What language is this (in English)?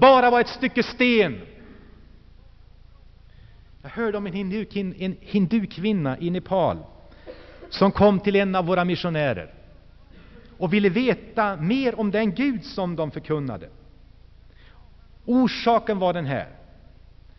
Swedish